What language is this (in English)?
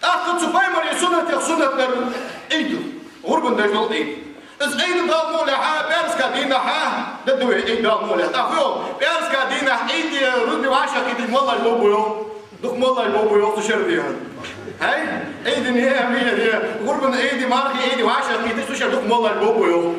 Ingush